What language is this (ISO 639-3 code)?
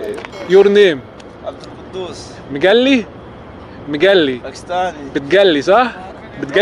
arz